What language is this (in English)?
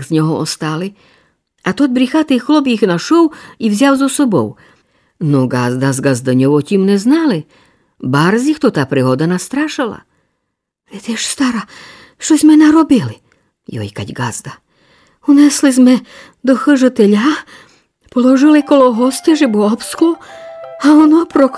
Rusyn